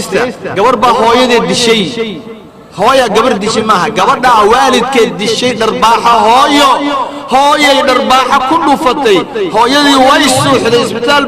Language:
Somali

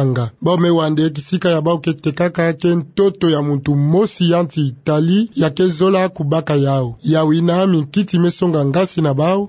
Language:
Kituba (Democratic Republic of Congo)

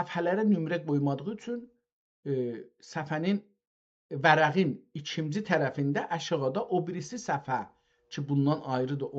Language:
South Azerbaijani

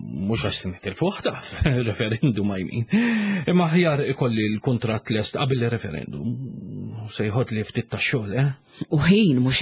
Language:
Maltese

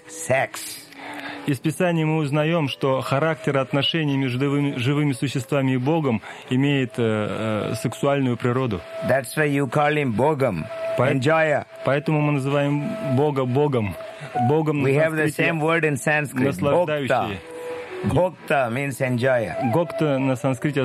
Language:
Russian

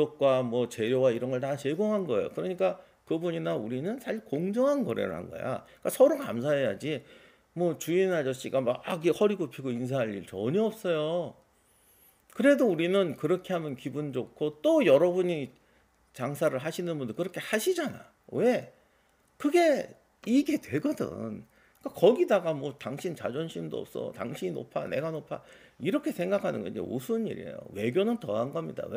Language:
Korean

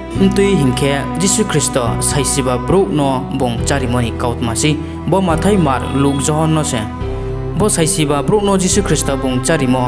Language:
Riang (India)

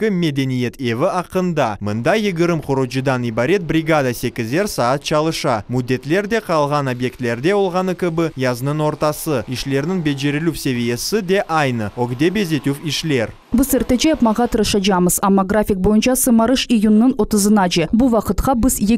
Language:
Crimean Tatar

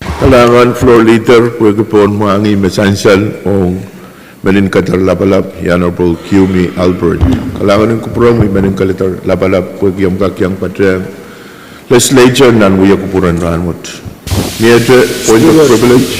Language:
Pohnpeian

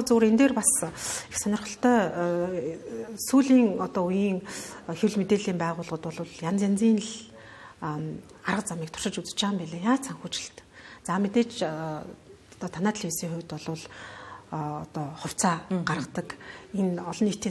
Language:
Mongolian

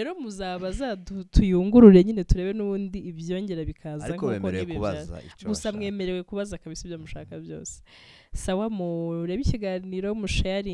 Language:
Rundi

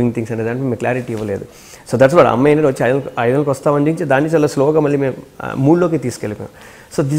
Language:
Telugu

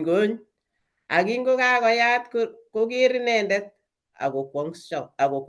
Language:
Kalenjin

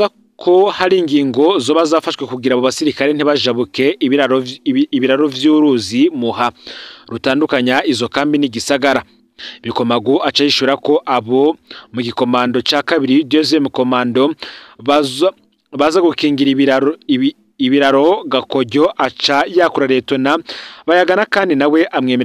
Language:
Rundi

